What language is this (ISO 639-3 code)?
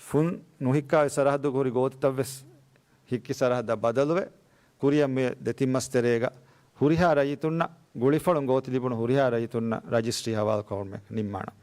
div